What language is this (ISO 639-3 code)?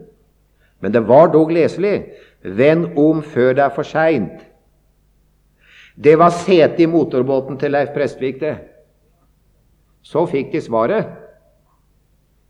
nor